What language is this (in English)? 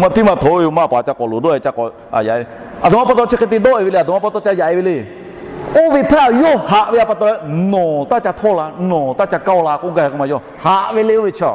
Lahu